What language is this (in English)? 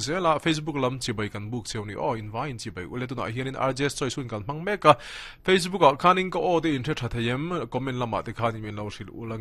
Mizo